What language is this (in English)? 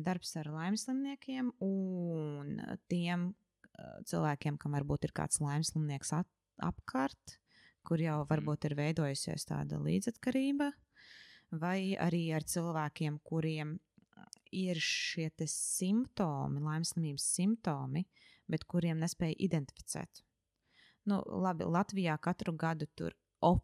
Latvian